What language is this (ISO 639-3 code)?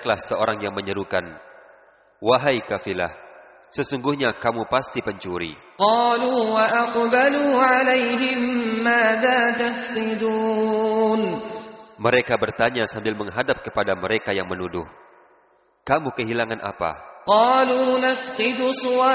ind